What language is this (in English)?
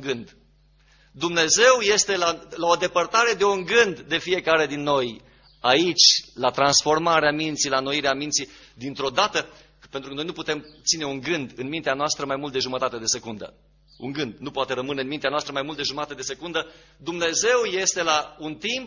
Romanian